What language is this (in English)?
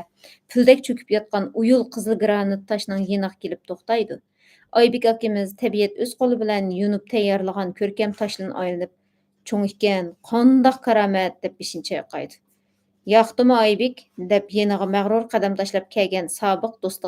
Uyghur